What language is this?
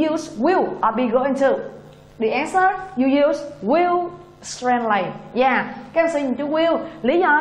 Vietnamese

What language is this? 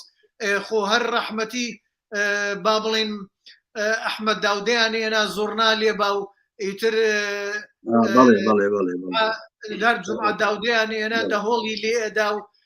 Central Kurdish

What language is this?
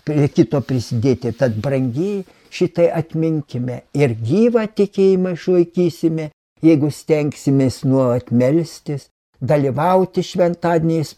Lithuanian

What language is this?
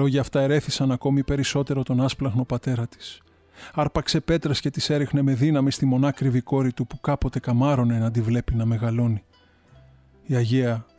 Greek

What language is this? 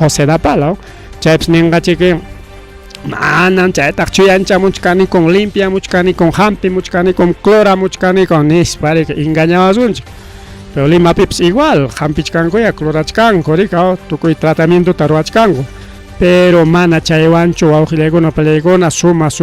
Ayacucho Quechua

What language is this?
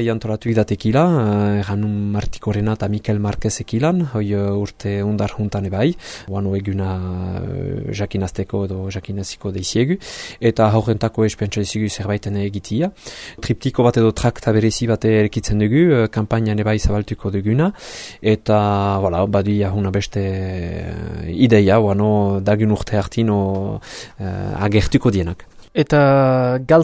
Basque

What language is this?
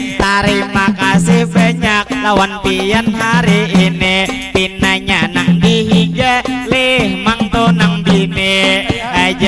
Banjar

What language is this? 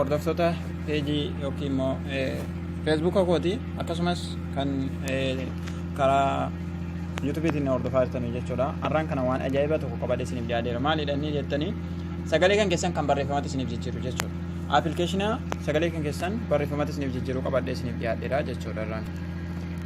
Oromo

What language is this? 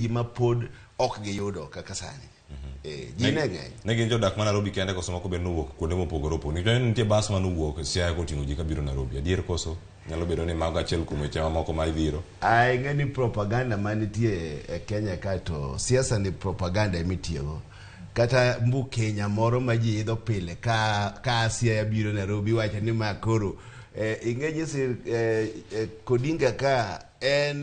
Luo (Kenya and Tanzania)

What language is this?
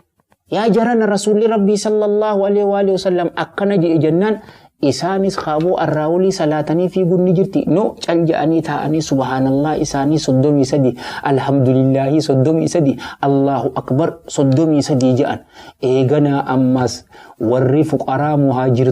Oromo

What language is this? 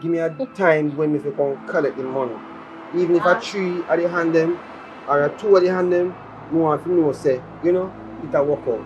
Jamaican Creole English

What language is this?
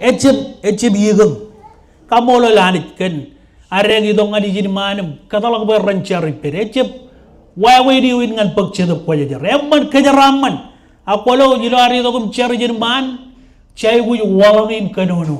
Marshallese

